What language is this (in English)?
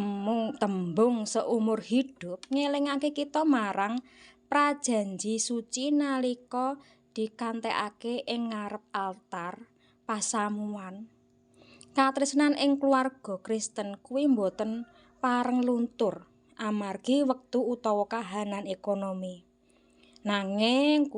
Javanese